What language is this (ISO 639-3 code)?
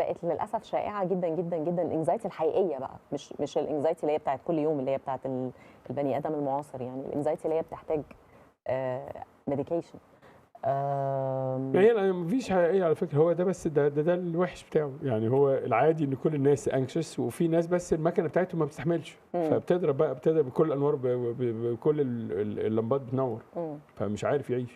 arz